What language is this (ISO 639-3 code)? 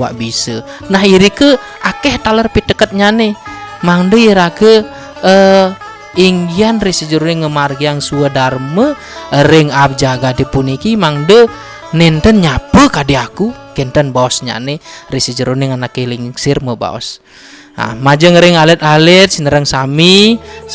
ban